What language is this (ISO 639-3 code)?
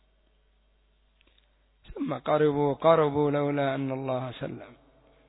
ara